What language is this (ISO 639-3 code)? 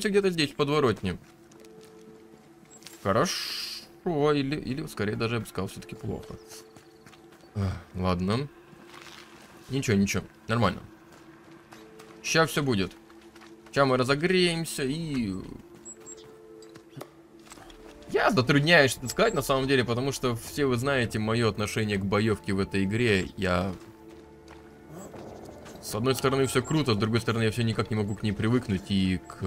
rus